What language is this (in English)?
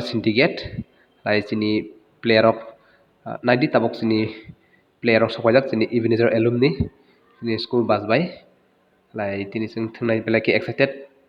Kok Borok